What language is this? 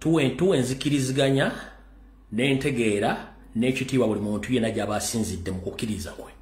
Ganda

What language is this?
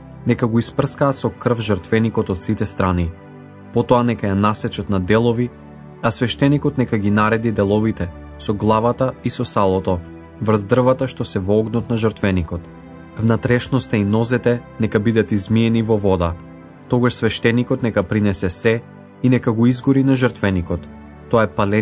Macedonian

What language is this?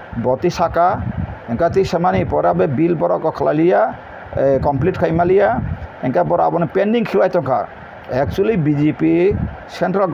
Kok Borok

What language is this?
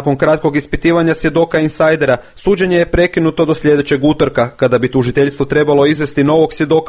Croatian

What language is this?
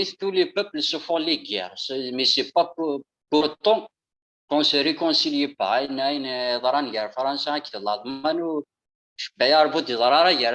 Kabyle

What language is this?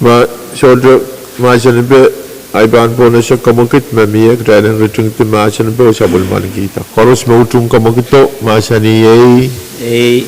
Pohnpeian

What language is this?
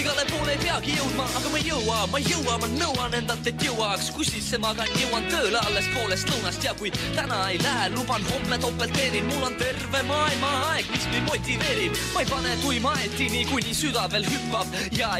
Estonian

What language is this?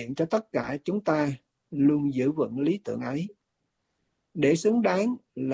Vietnamese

